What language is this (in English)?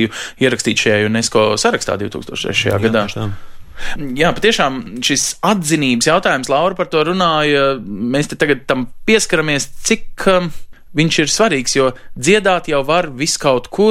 Latvian